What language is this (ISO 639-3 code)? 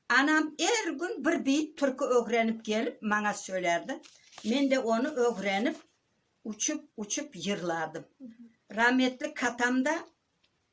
crh